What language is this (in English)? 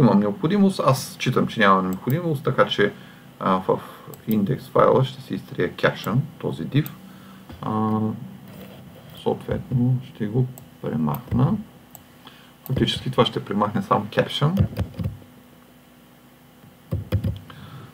Bulgarian